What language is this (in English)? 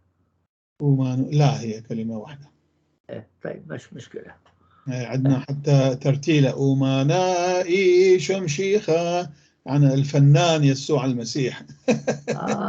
North Levantine Arabic